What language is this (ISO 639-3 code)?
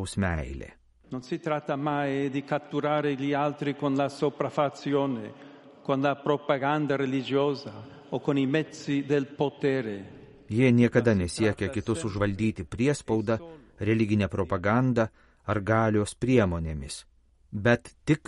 lit